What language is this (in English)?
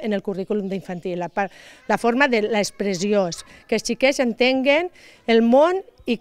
Catalan